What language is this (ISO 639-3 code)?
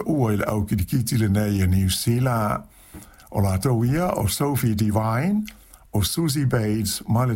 smo